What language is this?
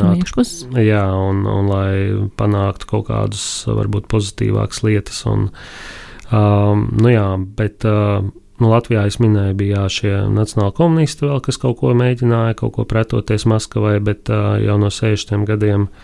Latvian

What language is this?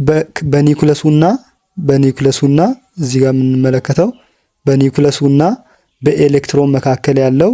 Amharic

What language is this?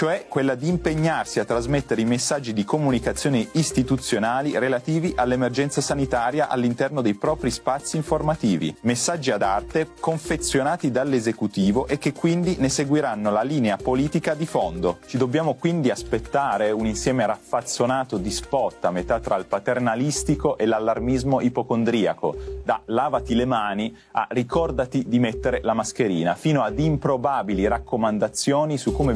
Italian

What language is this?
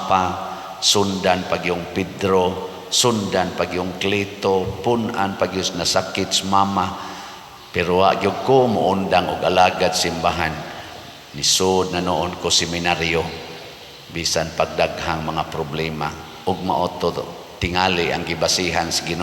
Cebuano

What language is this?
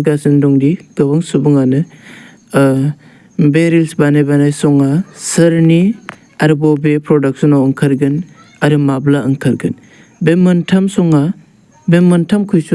Bodo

